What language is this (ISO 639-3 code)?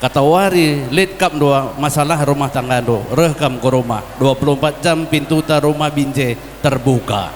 btx